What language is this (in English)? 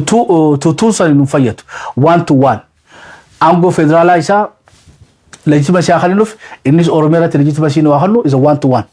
Oromo